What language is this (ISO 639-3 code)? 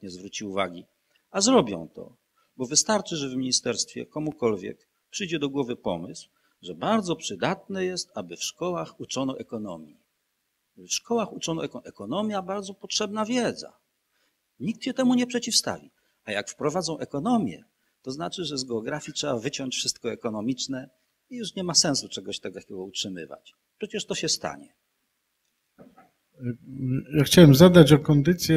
pol